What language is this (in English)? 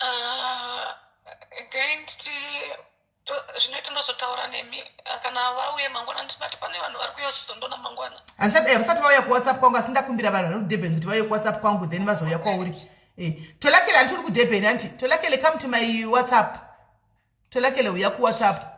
Shona